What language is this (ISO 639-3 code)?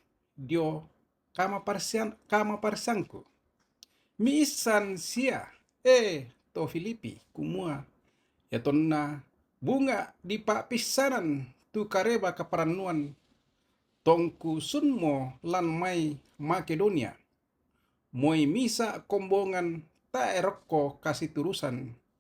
sda